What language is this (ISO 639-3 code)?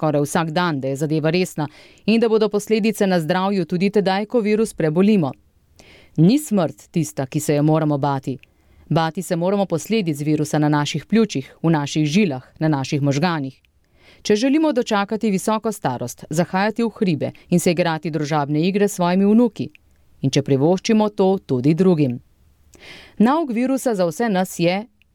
slv